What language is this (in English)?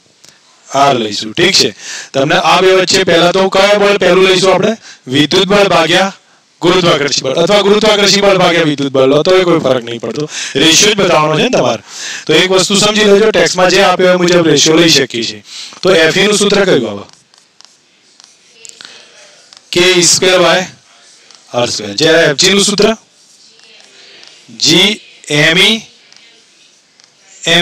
Gujarati